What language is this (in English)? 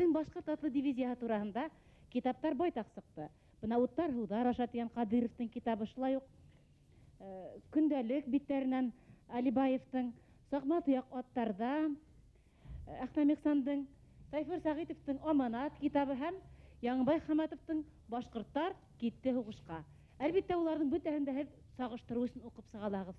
Bashkir